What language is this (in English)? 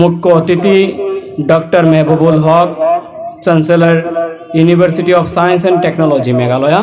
Sylheti